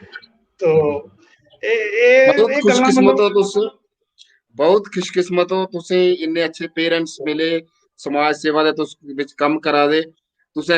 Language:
Dogri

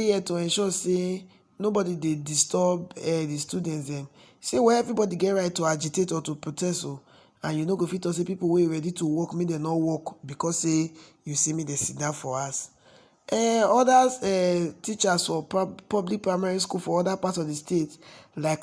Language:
Nigerian Pidgin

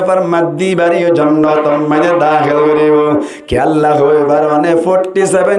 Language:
Rohingya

